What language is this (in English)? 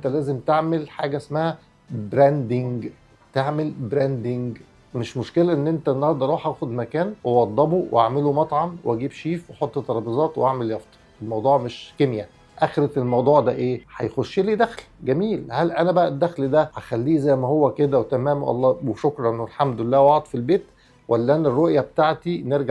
Egyptian Arabic